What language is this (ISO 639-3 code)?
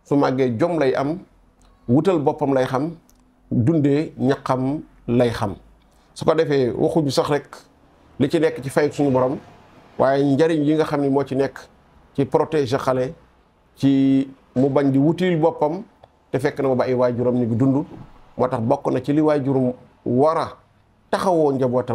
wol